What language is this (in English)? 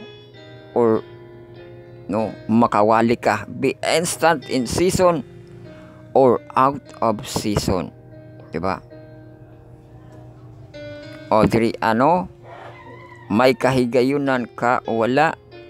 Cebuano